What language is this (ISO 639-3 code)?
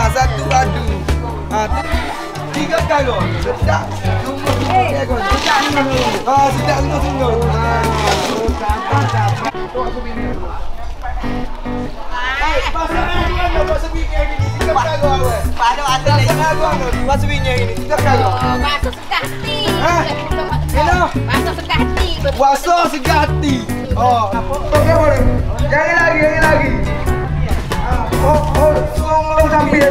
msa